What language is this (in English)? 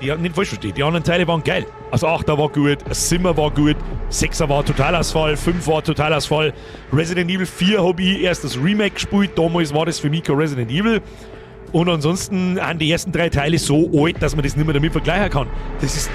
Bavarian